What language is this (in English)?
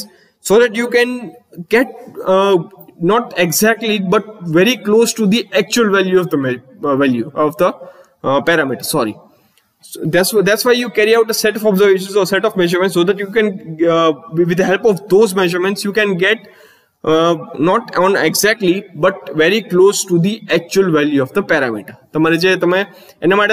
Gujarati